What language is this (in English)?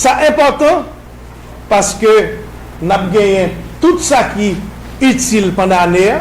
Haitian Creole